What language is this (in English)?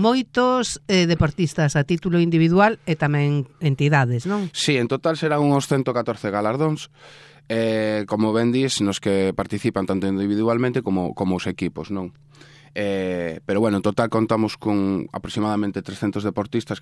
Galician